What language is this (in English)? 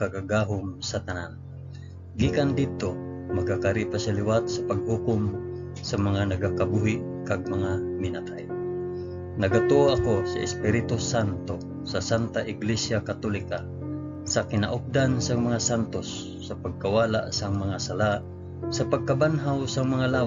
Hiligaynon